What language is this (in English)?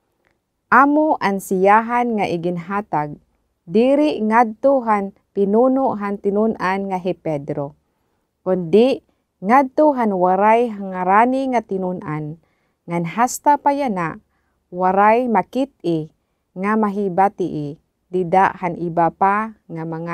Waray